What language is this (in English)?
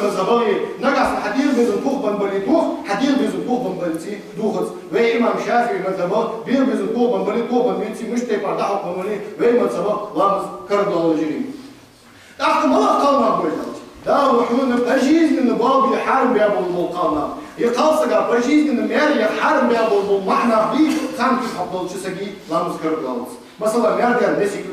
Ingush